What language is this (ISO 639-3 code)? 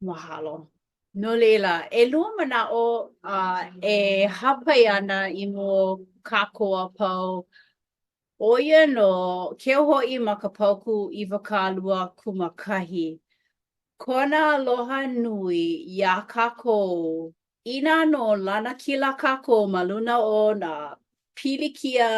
haw